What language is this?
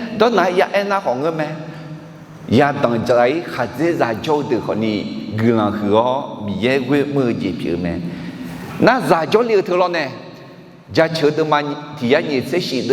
Akha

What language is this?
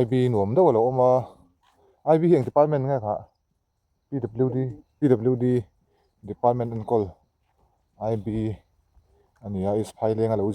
Mizo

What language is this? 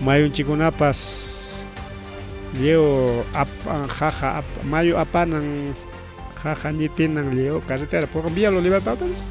Ayacucho Quechua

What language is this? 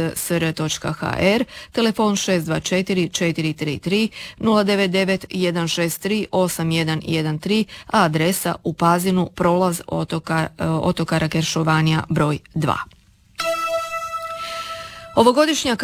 Croatian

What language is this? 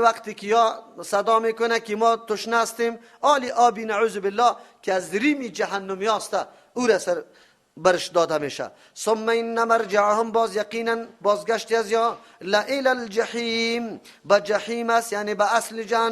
Persian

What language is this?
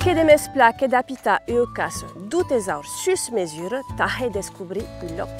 Occitan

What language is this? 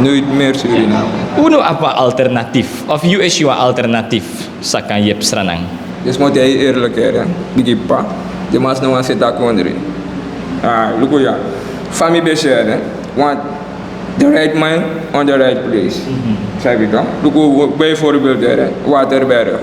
Sranan Tongo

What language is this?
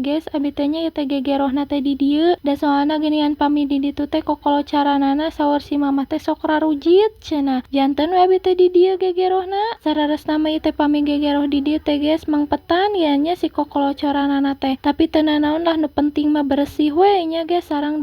Sundanese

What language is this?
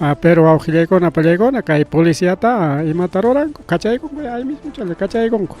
Ayacucho Quechua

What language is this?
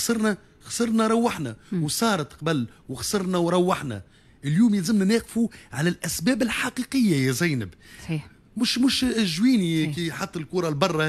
Tunisian Arabic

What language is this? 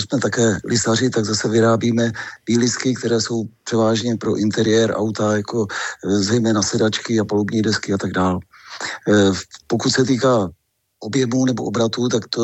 Czech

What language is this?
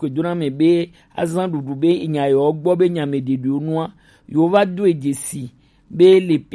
Gen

